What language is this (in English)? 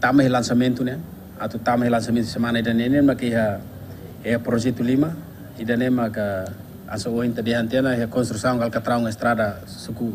Tetum